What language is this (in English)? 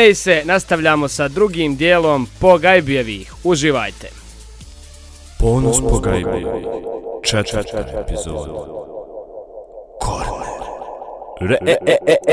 Bosnian